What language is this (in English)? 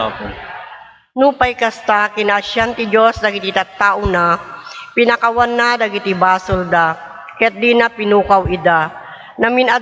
Iloko